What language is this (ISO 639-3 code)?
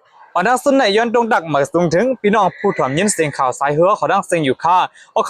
shn